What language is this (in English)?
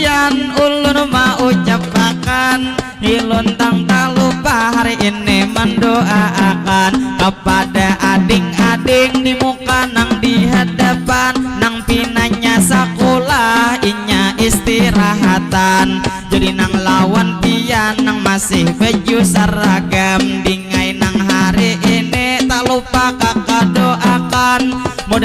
Banjar